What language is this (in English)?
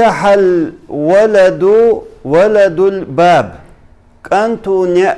Chechen